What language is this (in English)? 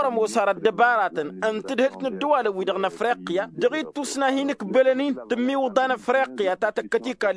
Tamasheq